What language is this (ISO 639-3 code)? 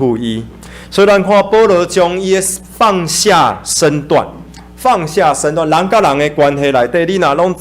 nan